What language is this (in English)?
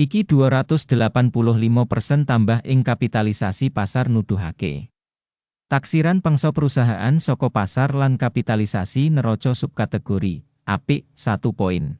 Javanese